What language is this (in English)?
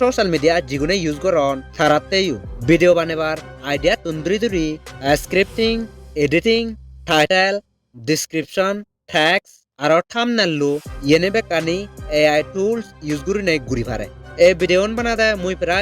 Chakma